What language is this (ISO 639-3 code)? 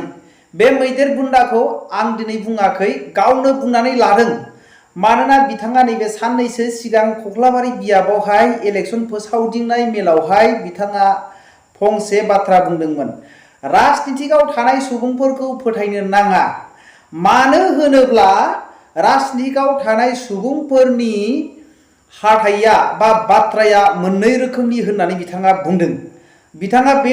brx